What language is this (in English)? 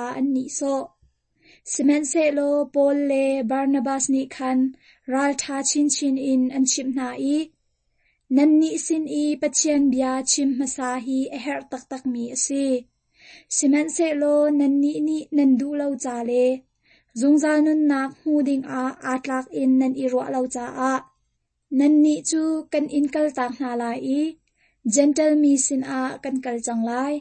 Hakha Chin